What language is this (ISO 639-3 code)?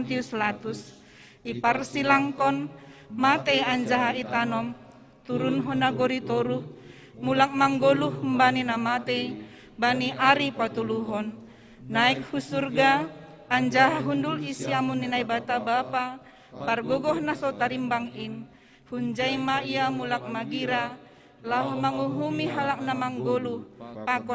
bts